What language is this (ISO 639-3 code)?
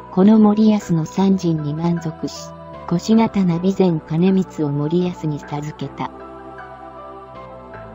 jpn